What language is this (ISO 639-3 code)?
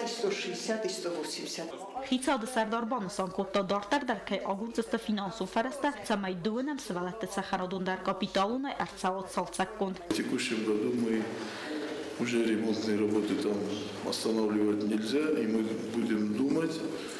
oss